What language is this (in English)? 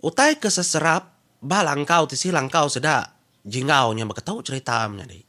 Iban